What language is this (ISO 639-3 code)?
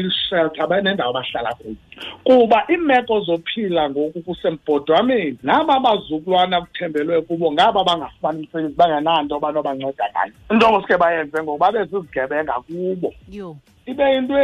xho